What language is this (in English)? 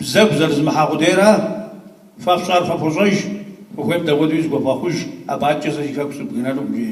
Kabardian